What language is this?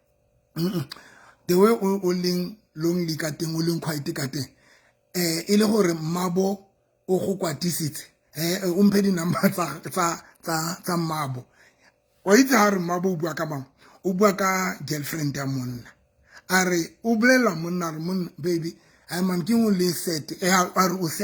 Southern Sotho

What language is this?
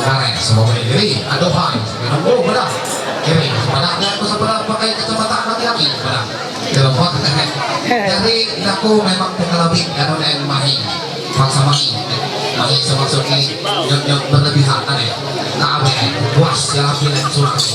Ma'anyan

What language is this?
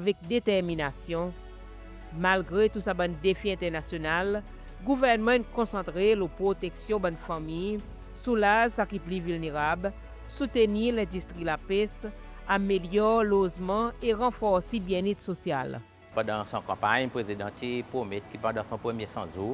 Seselwa Creole French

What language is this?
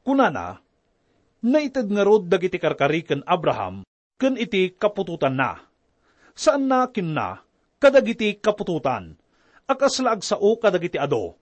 Iloko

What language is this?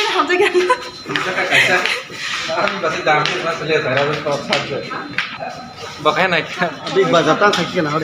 Kok Borok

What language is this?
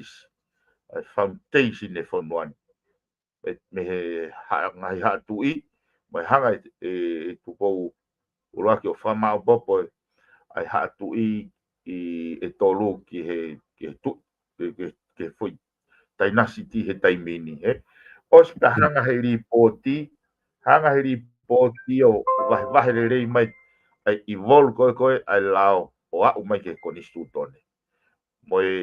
Tongan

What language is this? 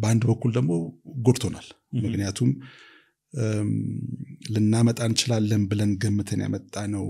Amharic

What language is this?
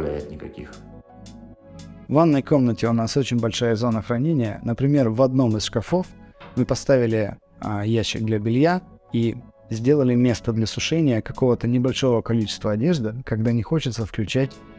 Russian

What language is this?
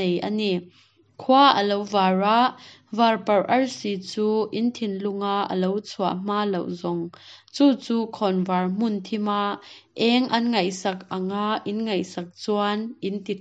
Hakha Chin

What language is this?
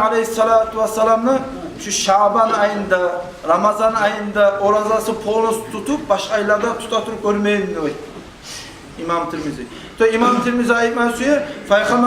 Kumyk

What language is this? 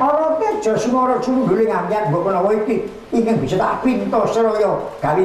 Javanese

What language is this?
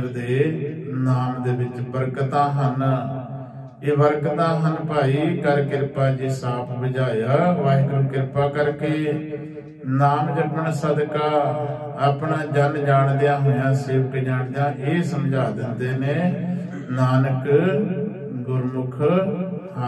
Punjabi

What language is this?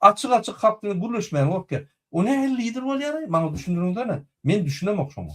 Turkmen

